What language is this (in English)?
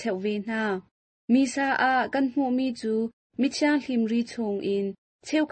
Hakha Chin